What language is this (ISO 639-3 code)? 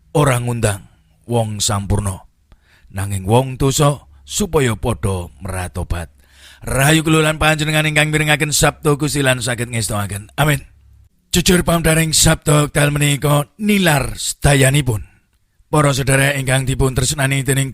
jav